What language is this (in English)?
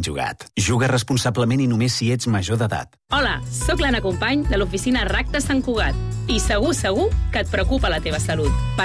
Catalan